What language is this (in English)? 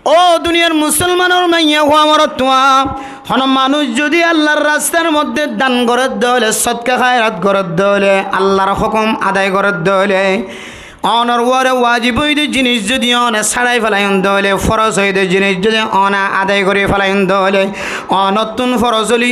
Rohingya